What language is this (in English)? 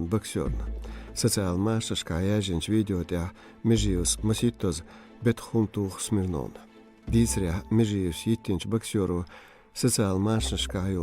Chechen